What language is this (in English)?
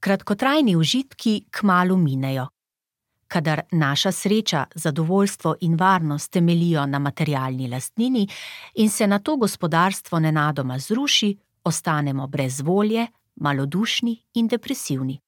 Slovenian